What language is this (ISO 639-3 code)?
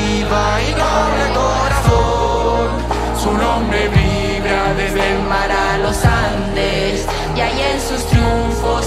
spa